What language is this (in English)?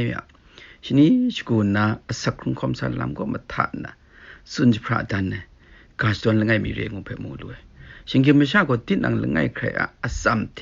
Kachin